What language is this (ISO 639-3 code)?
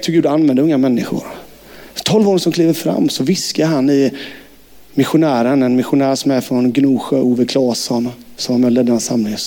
swe